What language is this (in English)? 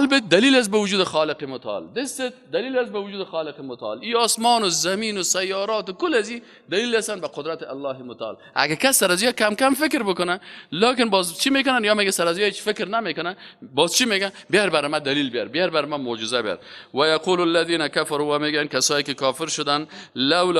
Persian